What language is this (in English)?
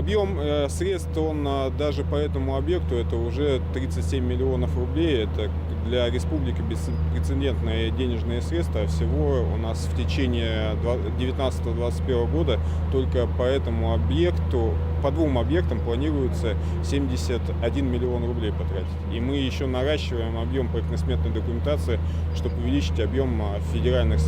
Udmurt